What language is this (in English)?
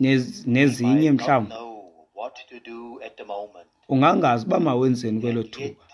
Xhosa